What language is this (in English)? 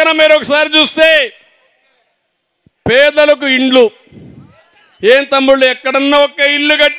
Telugu